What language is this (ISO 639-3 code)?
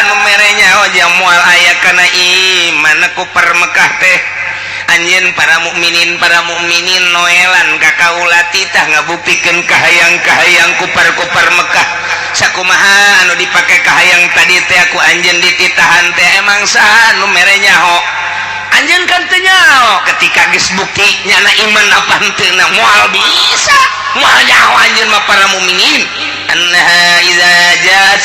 sun